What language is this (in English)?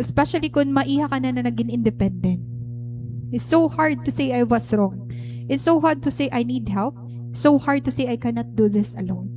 Waray